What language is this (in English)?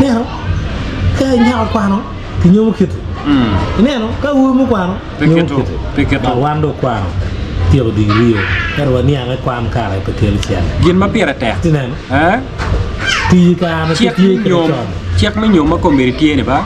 Acoli